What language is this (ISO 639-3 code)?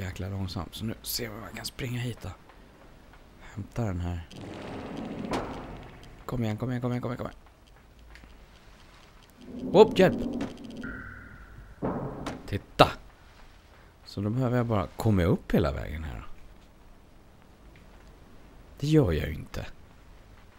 swe